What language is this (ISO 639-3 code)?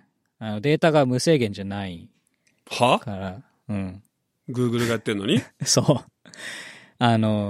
jpn